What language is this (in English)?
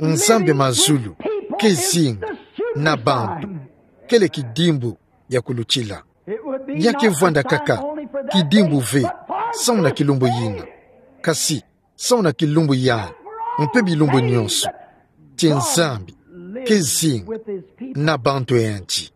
Kituba (Democratic Republic of Congo)